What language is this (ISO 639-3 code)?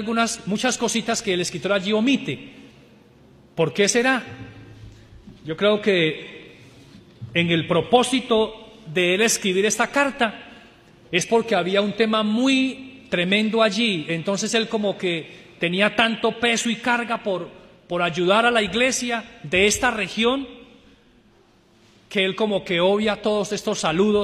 spa